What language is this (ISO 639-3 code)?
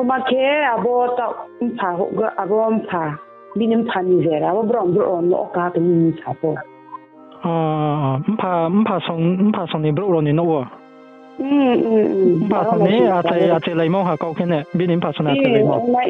ria